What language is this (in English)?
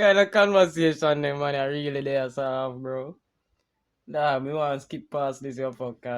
Jamaican Creole English